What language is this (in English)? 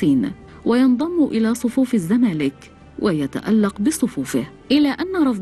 Egyptian Arabic